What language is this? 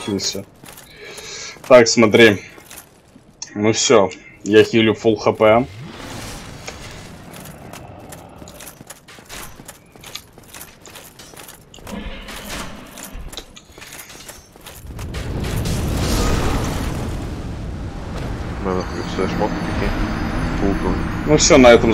Russian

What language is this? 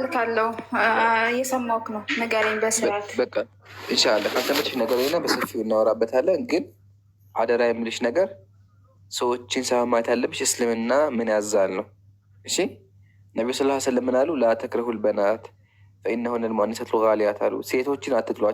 Amharic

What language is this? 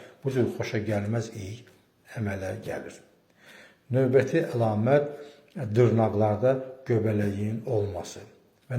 Azerbaijani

